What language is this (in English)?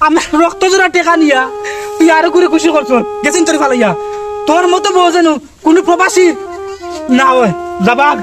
Sylheti